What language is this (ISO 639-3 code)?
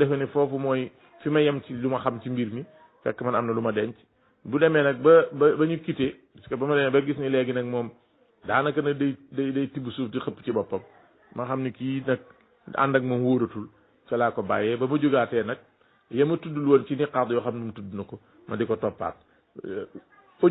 wol